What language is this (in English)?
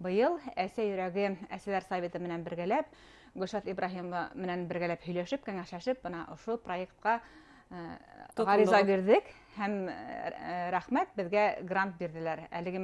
Bashkir